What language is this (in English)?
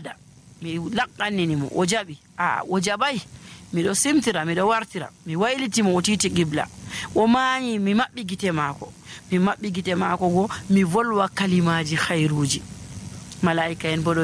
Nigerian Fulfulde